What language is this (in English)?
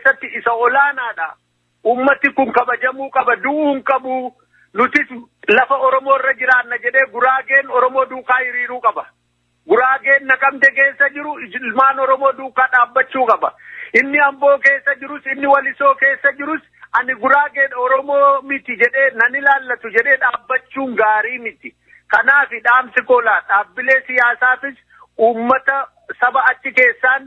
Oromo